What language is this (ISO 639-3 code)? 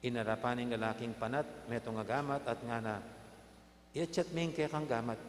pam